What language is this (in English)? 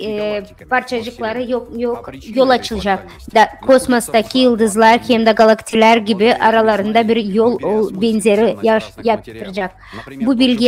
Gagauz